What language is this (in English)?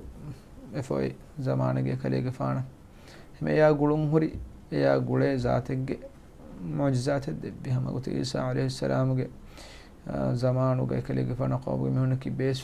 Divehi